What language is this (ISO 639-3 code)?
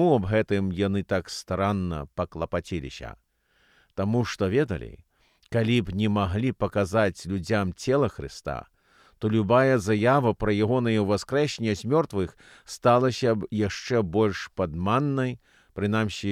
bel